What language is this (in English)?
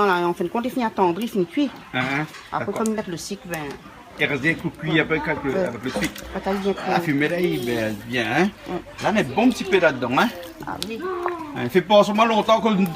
Réunion Creole French